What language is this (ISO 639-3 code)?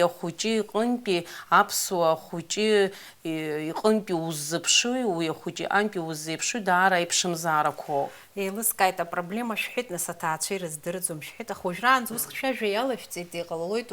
abk